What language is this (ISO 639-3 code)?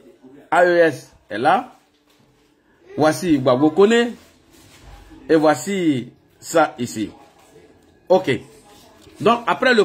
fra